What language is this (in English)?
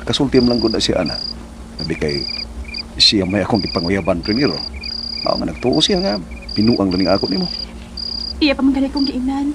Cebuano